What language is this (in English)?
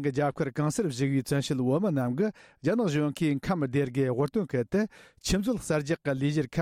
Tibetan